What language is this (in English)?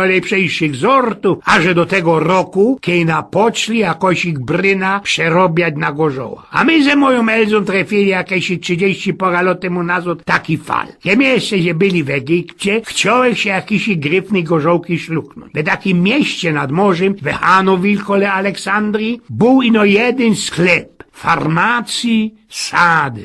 Silesian